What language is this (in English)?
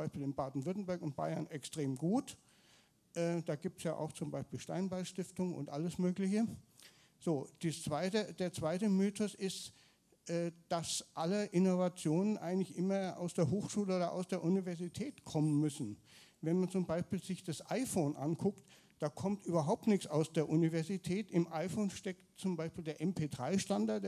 German